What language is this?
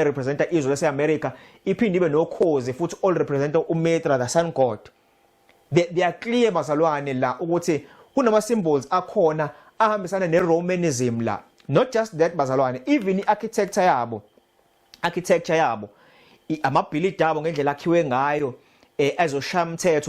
Zulu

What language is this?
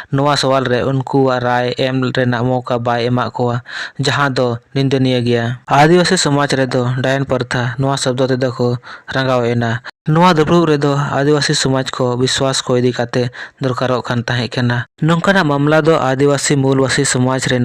Santali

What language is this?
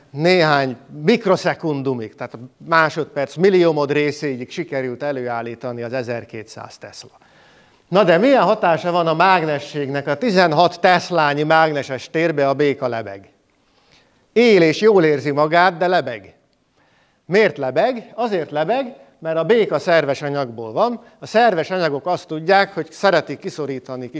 Hungarian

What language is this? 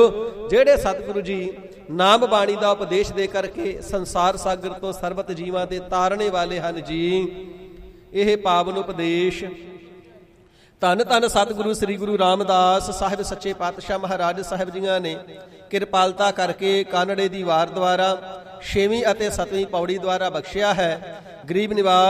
Punjabi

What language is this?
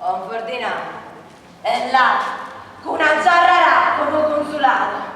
Neapolitan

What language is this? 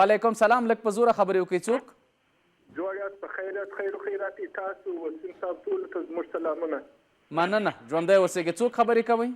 Pashto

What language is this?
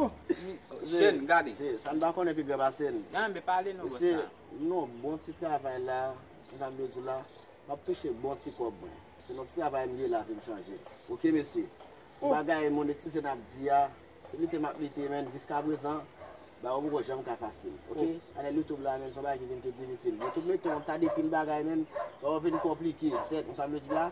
Haitian Creole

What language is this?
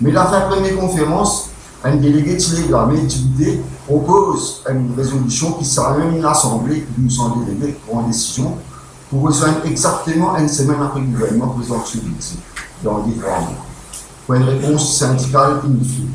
Morisyen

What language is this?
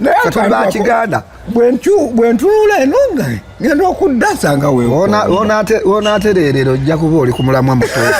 Ganda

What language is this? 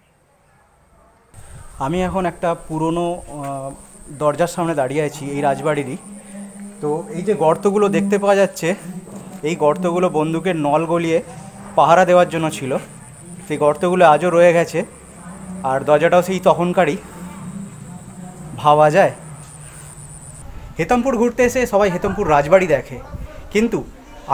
Bangla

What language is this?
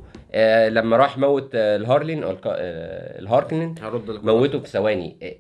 Egyptian Arabic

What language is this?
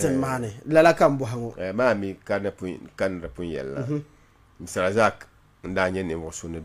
Dagbani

